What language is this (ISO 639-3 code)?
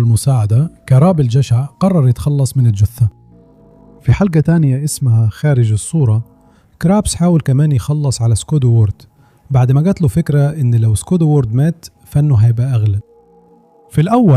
arz